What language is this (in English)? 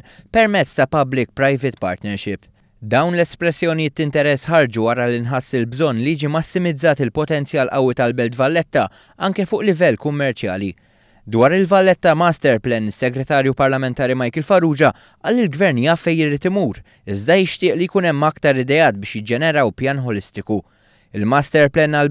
Maltese